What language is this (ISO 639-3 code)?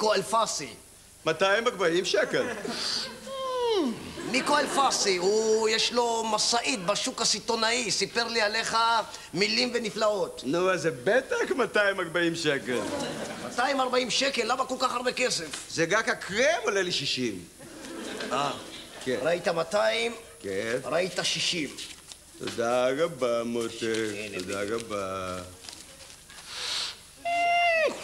heb